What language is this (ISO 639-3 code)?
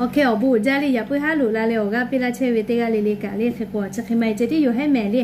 lhu